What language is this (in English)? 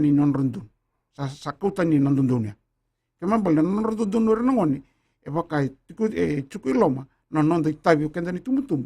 Fijian